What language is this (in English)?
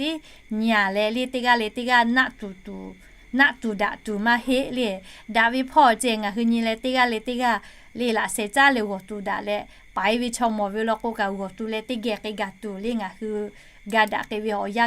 Lahu